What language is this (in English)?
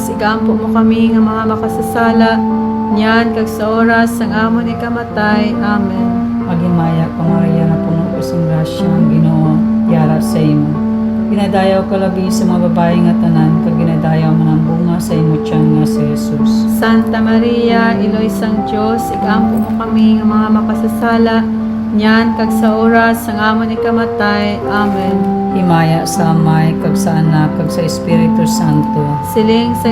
Hiligaynon